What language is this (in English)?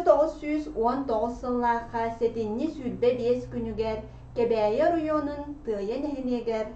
Yakut